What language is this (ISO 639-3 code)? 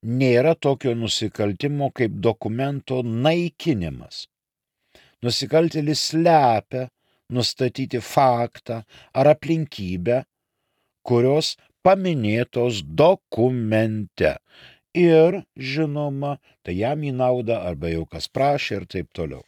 lit